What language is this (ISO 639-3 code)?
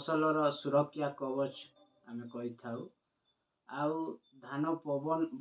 ori